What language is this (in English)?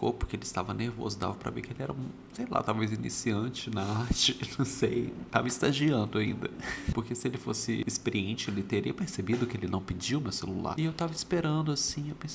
Portuguese